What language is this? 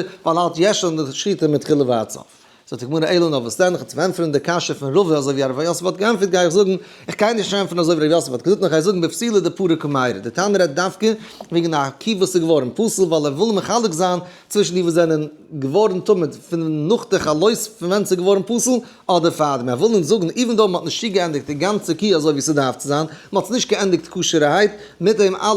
Yiddish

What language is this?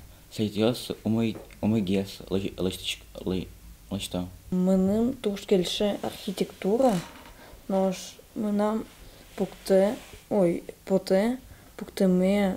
Udmurt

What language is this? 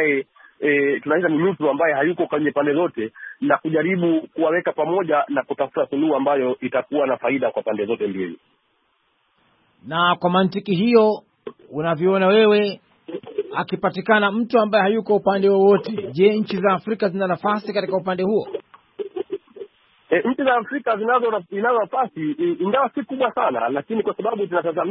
Swahili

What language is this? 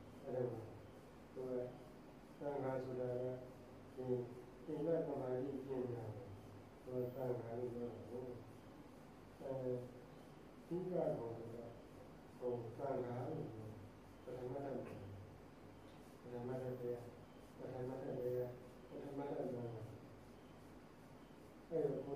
Burmese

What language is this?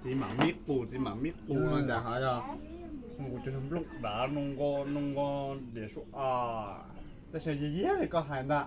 Hmong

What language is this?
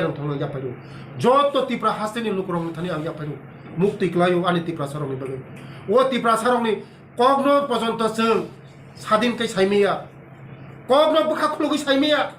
Kok Borok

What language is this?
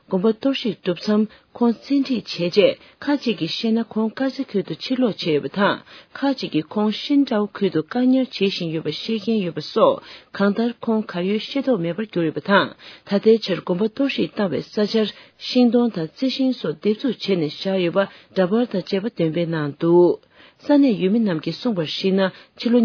Tibetan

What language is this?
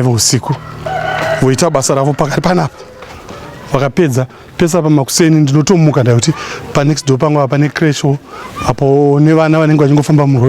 Shona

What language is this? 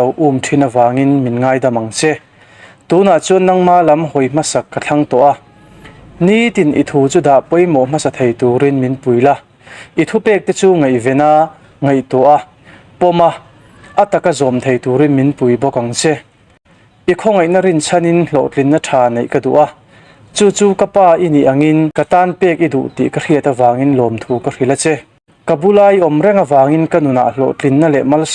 Mizo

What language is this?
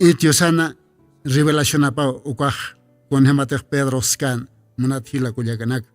Aymara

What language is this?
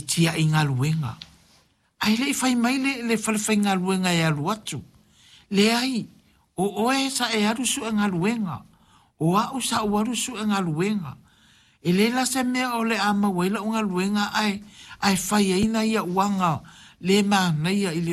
Samoan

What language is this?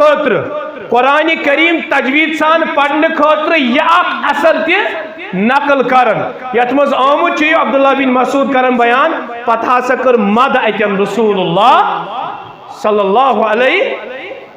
Kashmiri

